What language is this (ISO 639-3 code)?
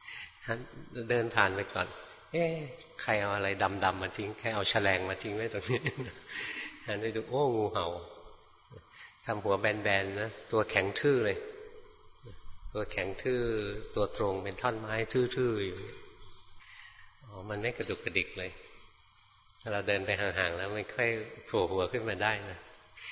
tha